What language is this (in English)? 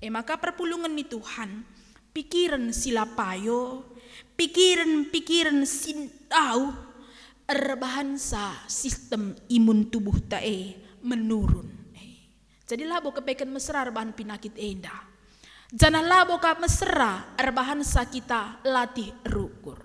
Batak Karo